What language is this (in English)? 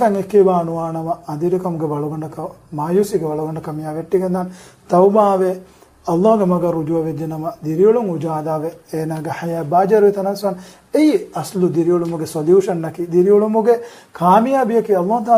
Divehi